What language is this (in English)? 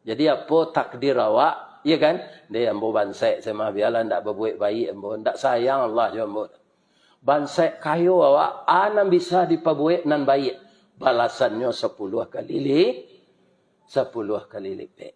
Minangkabau